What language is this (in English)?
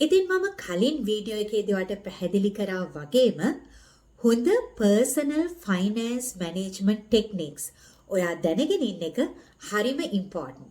Sinhala